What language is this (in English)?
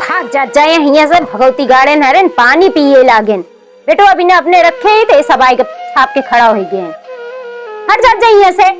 Awadhi